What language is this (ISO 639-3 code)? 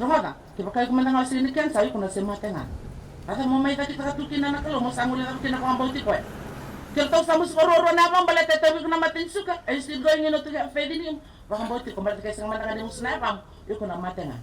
fij